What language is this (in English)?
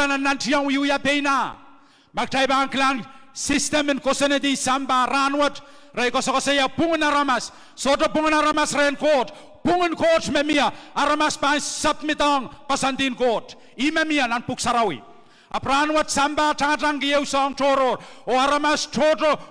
Pohnpeian